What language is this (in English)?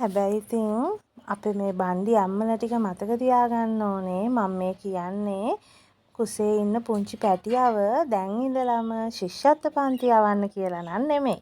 Sinhala